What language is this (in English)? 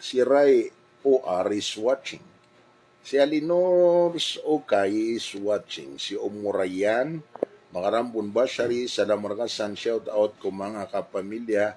Maranao